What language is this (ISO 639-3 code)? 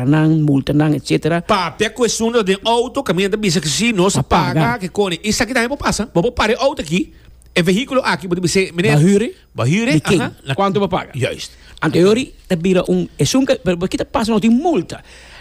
pap